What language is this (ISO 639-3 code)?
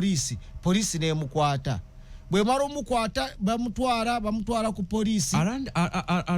lug